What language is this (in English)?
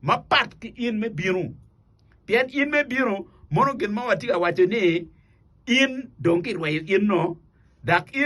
Acoli